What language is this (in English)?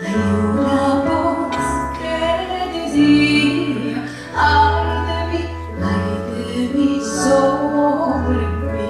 Ladino